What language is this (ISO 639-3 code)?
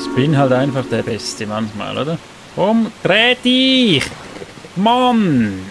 gsw